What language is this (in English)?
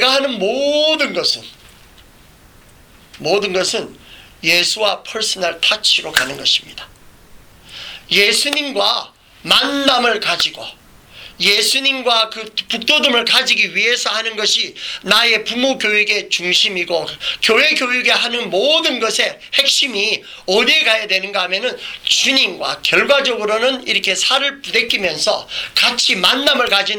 Korean